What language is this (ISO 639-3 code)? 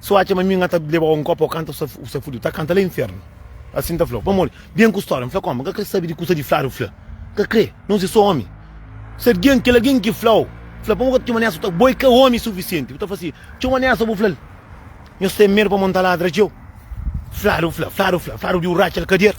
kea